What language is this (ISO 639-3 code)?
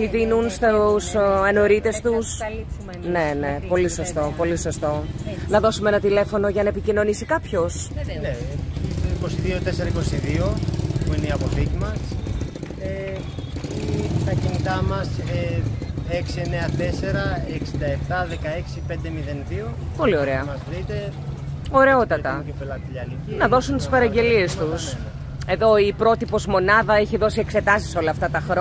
ell